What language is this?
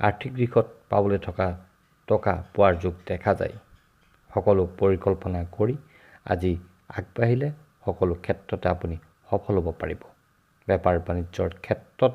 Assamese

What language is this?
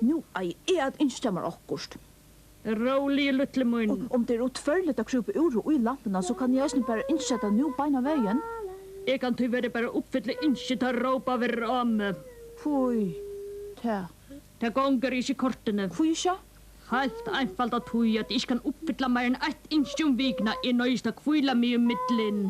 Faroese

